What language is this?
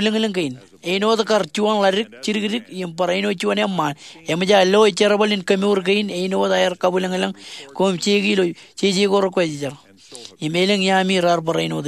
Marshallese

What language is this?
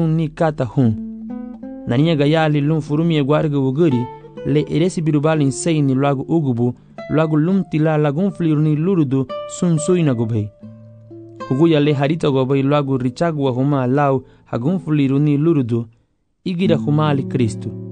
Garifuna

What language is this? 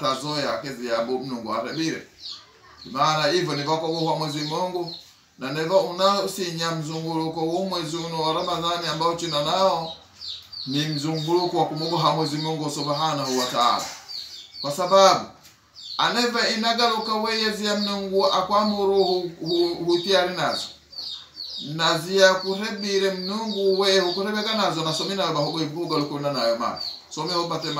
Swahili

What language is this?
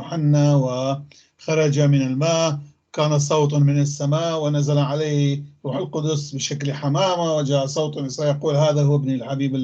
North Levantine Arabic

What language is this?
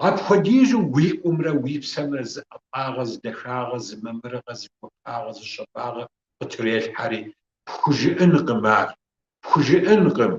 Kabardian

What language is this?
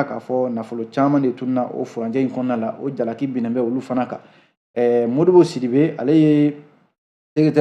Bambara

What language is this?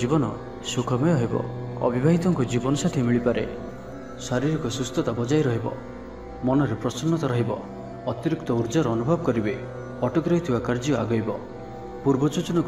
Odia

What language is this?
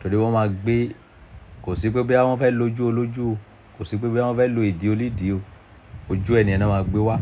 Yoruba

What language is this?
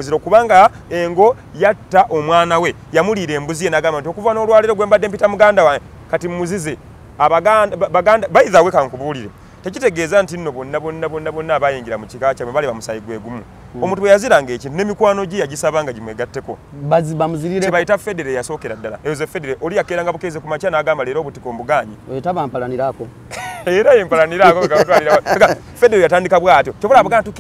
Ganda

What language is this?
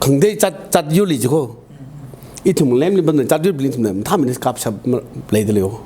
Tangkhul Naga (India)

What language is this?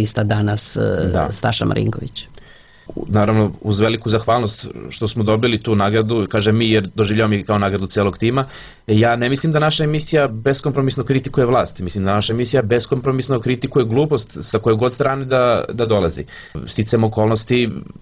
Serbian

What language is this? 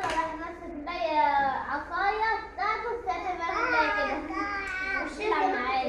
Egyptian Arabic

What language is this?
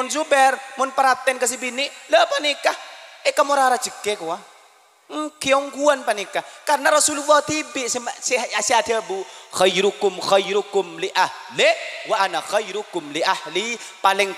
Madurese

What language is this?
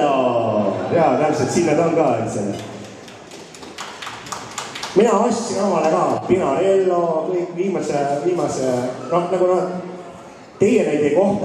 Estonian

